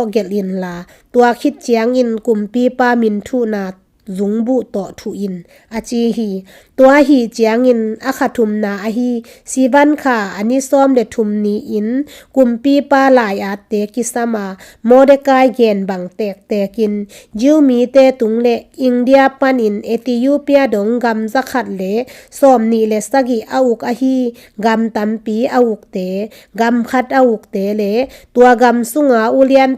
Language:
Tedim Chin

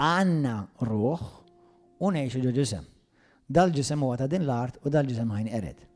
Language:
Maltese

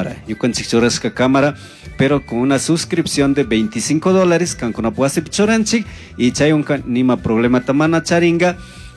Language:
Chimborazo Highland Quichua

